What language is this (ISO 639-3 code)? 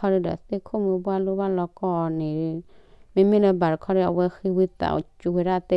ksw